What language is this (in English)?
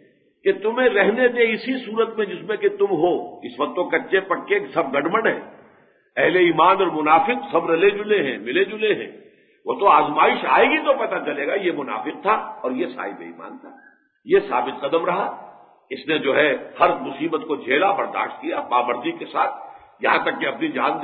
Urdu